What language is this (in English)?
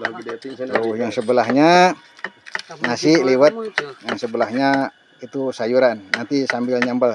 Sundanese